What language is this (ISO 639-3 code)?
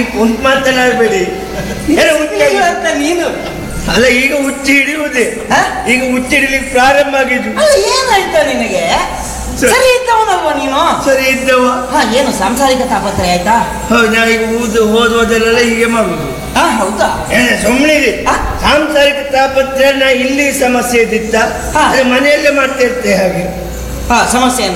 kan